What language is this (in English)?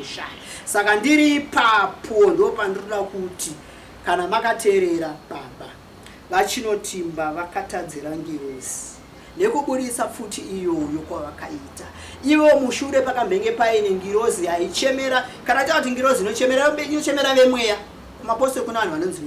Shona